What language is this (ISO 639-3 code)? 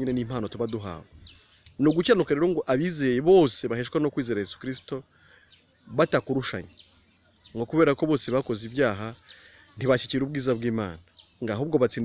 kin